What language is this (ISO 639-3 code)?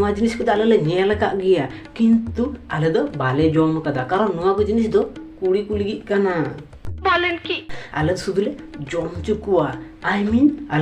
sat